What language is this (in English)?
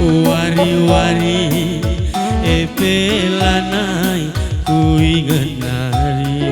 Batak Karo